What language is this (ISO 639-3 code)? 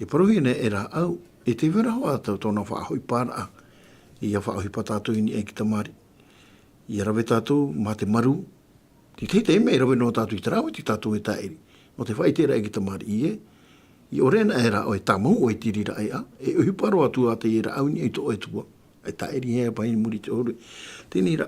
tah